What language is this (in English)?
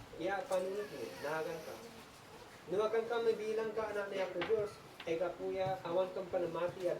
Isnag